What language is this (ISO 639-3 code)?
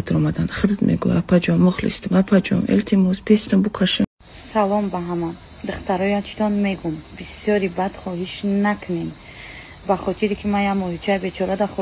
tgk